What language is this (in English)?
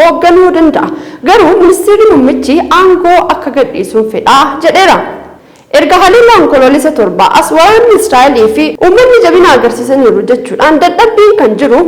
Oromo